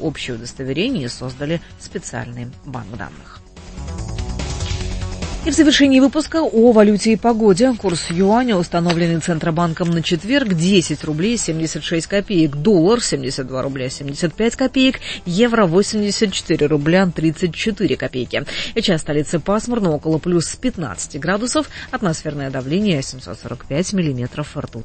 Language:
Russian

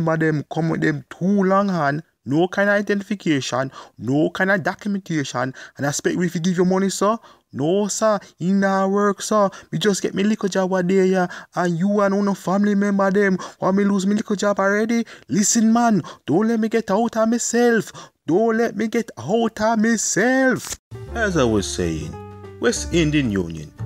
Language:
Jamaican Creole English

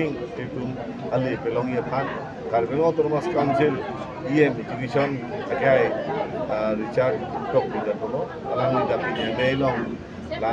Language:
Karbi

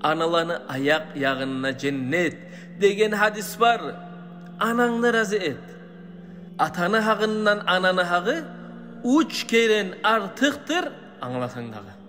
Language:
Kumyk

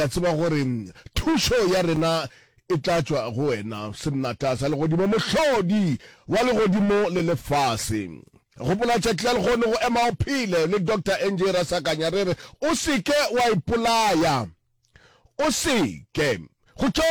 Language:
Northern Sotho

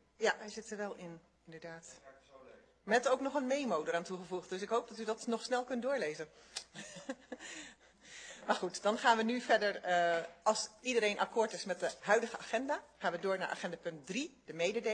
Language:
Dutch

